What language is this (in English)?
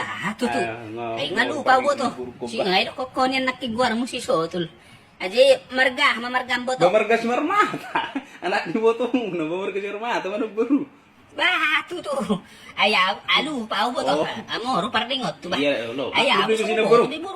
Batak Toba